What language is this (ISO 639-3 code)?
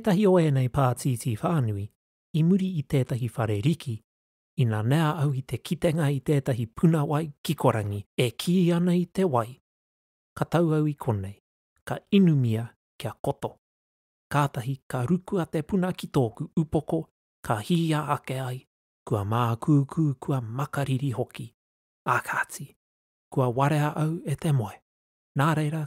mri